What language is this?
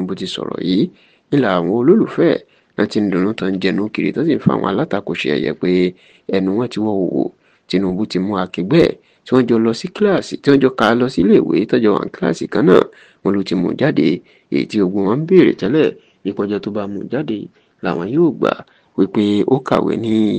Yoruba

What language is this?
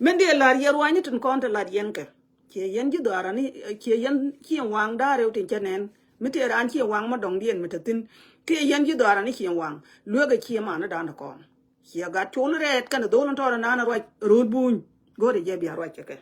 Nuer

